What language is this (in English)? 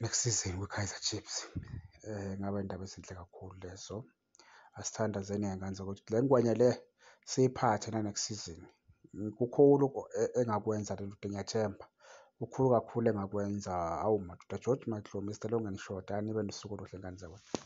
Zulu